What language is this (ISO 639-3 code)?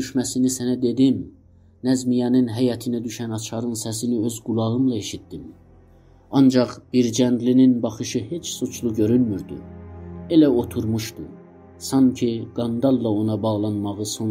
azb